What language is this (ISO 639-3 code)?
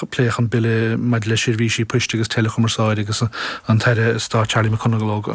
gle